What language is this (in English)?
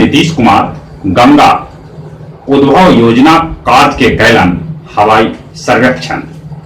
Magahi